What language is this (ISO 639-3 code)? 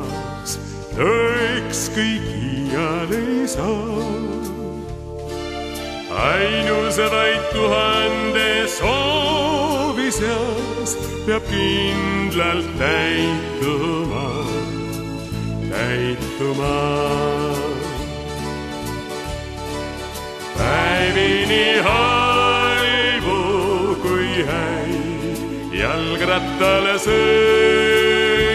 est